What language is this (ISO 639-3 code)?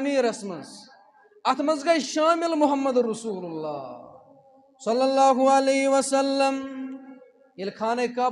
kas